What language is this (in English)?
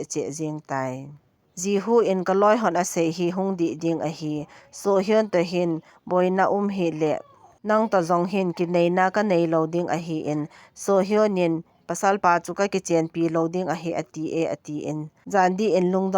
Thado Chin